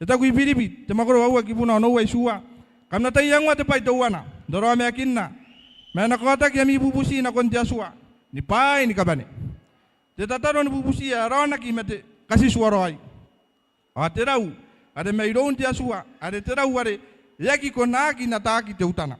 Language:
Gilbertese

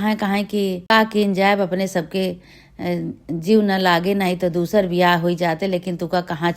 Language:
Awadhi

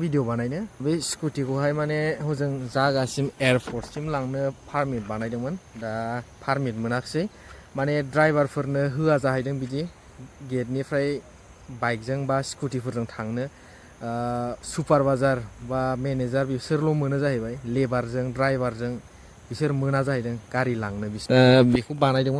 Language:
Bodo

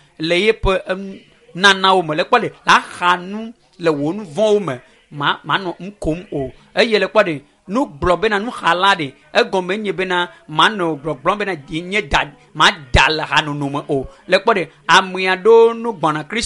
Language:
Ewe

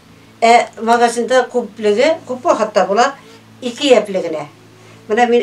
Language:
Bashkir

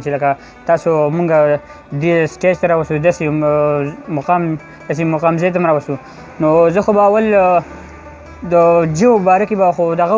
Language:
Pashto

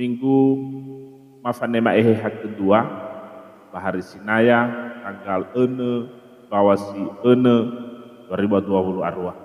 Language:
Nias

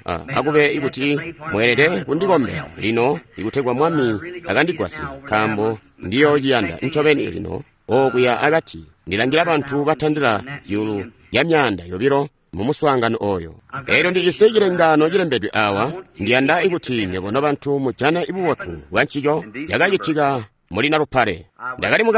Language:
Tonga (Zambia)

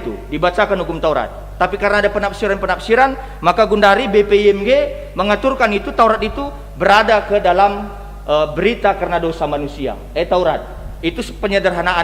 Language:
Batak Karo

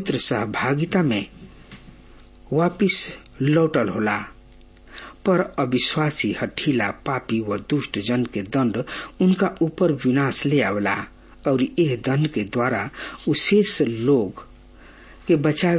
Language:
Bhojpuri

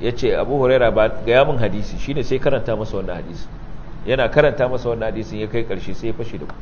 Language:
Hausa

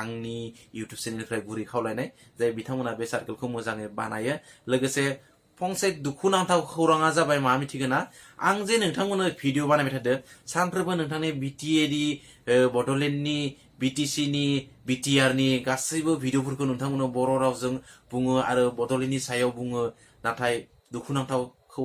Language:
Bodo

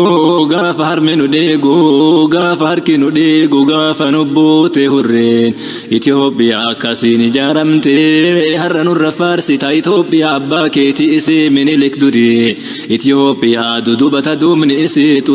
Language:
Oromo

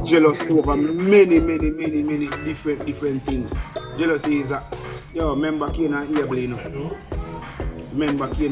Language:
Jamaican Creole English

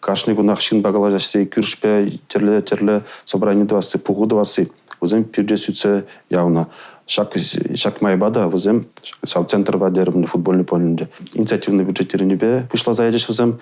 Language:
Chuvash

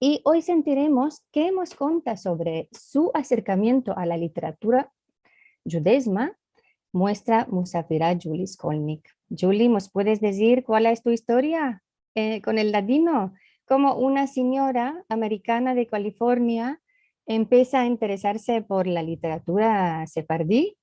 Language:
Ladino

